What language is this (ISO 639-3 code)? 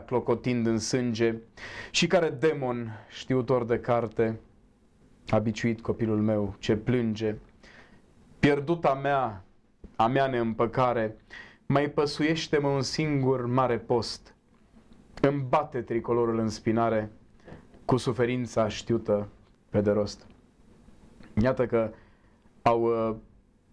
ron